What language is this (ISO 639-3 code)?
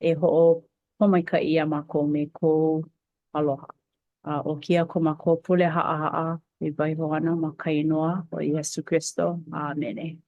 haw